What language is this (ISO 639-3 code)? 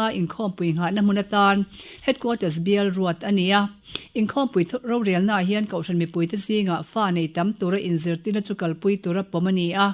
lus